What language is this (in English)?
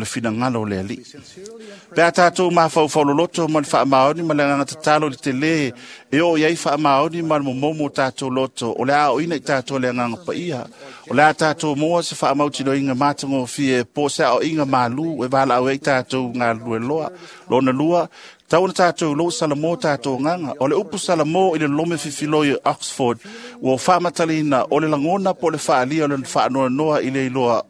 Samoan